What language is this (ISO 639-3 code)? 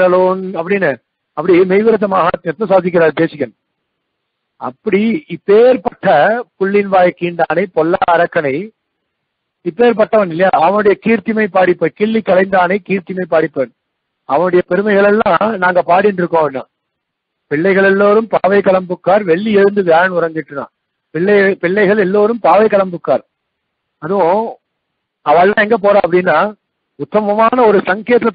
tam